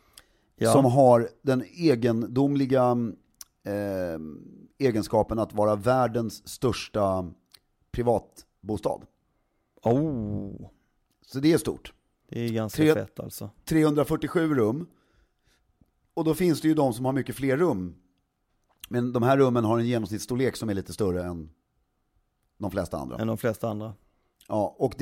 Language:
Swedish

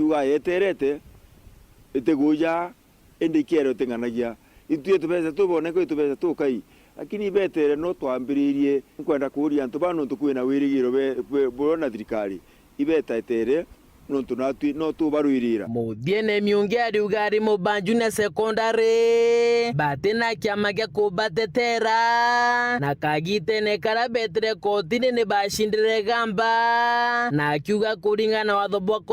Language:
Meru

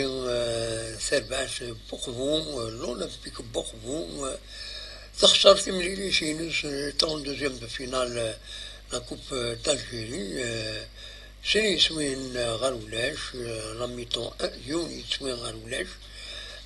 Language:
Kabyle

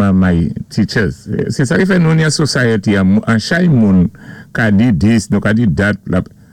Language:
Saint Lucian Creole French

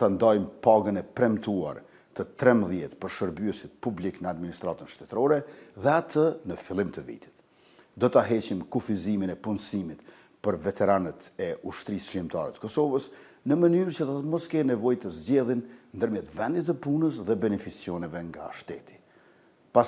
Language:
Albanian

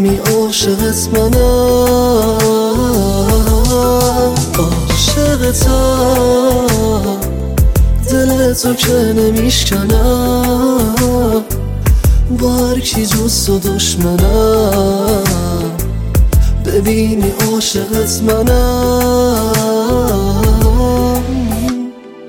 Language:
Persian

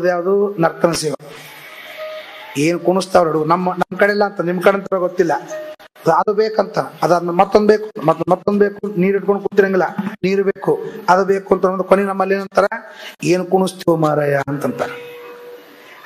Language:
Kannada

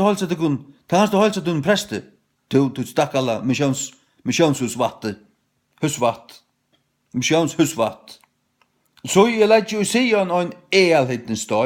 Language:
Faroese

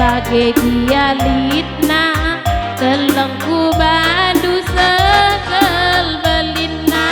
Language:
Batak Karo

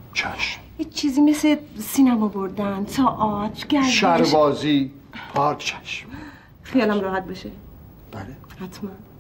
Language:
Persian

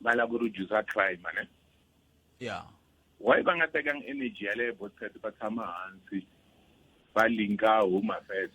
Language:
Tsonga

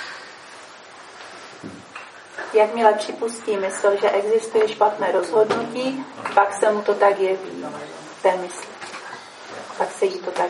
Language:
Czech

